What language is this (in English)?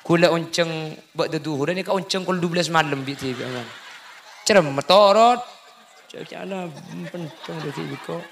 Madurese